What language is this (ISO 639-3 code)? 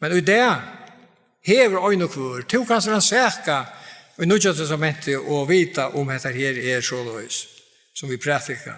fao